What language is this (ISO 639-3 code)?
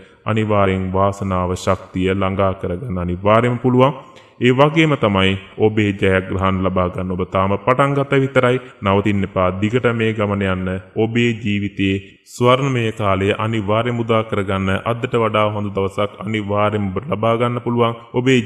sin